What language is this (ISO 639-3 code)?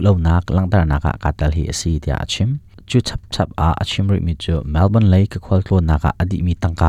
cnh